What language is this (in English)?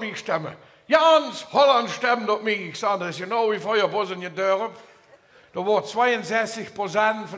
Limburgish